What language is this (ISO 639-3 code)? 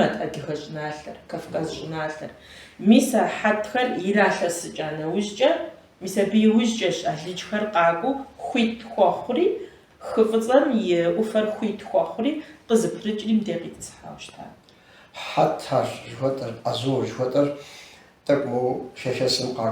kbd